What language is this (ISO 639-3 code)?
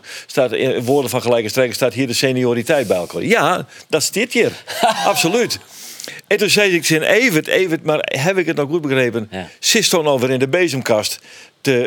fry